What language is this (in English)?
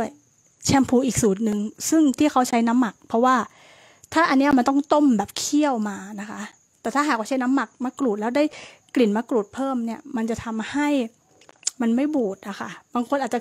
Thai